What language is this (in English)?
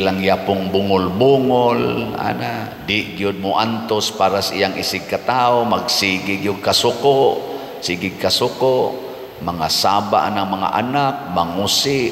Cebuano